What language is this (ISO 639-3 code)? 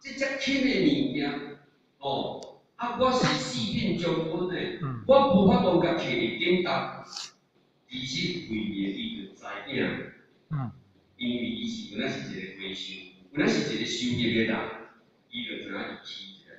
nan